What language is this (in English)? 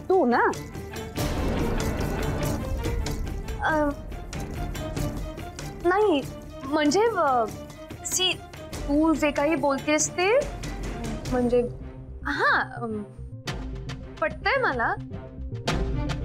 Marathi